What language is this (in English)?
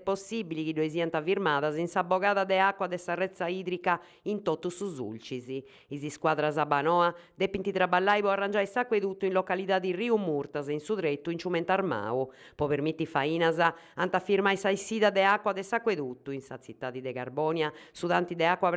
Sardinian